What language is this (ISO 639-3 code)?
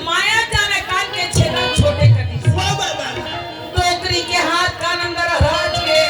hne